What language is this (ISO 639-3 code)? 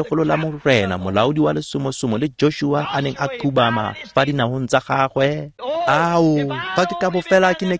tsn